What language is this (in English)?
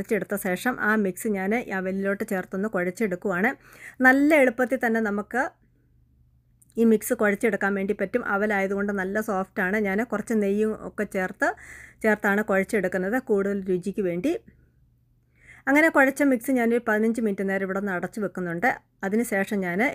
Malayalam